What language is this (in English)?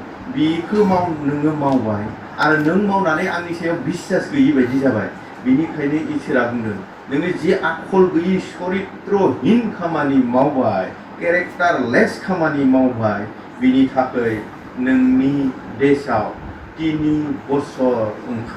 Bodo